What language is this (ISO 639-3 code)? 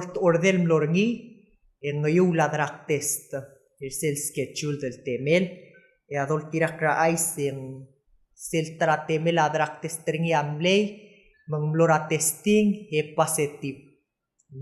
pau